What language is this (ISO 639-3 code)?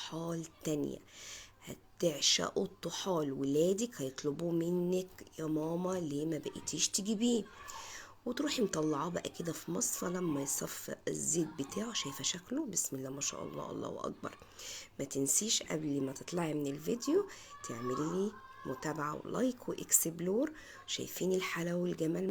arz